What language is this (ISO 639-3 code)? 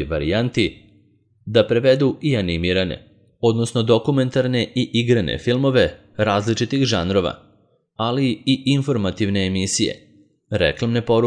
srp